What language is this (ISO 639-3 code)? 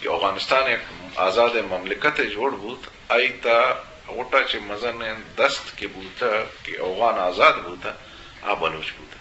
bgp